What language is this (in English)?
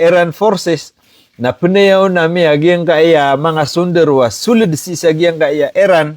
Maranao